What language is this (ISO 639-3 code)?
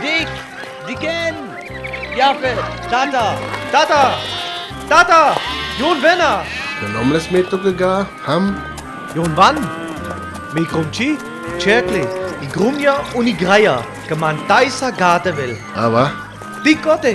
rmo